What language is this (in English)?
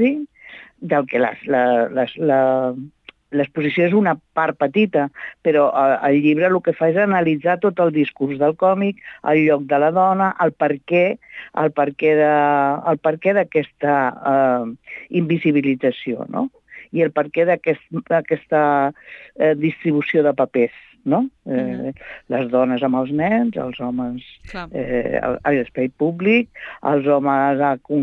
Catalan